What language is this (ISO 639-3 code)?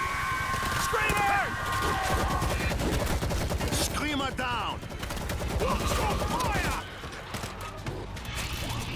eng